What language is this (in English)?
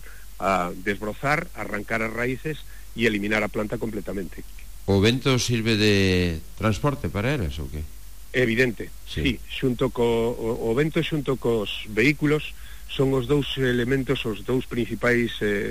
Galician